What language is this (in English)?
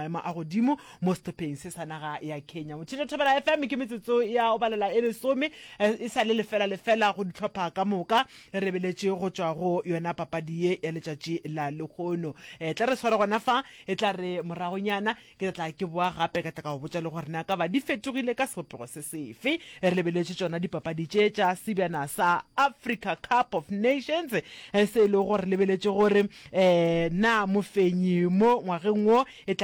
Northern Sotho